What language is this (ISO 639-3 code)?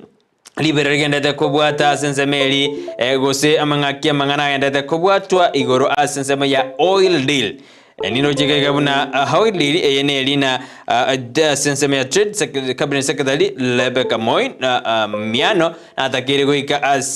guz